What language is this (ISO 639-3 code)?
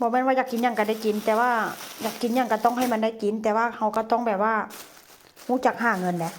tts